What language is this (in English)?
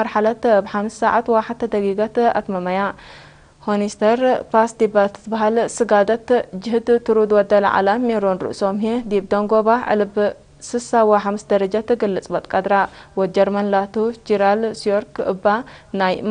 Tigre